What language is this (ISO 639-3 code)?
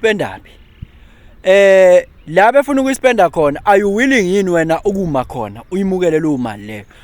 zul